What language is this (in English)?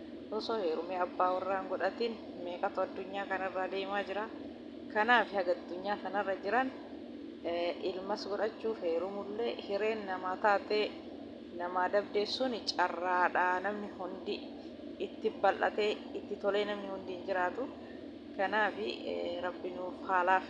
Oromo